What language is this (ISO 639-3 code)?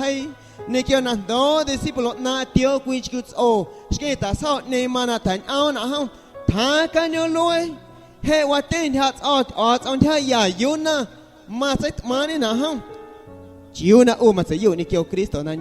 amu